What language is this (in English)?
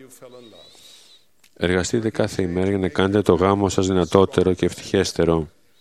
Greek